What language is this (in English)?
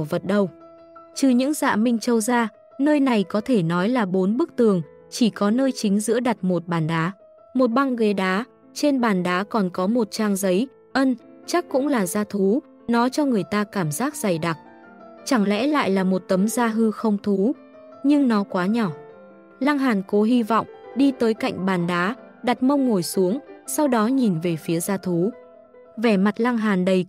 Vietnamese